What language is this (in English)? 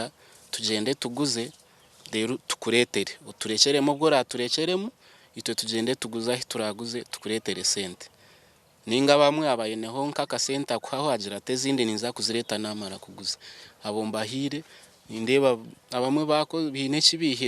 Nyankole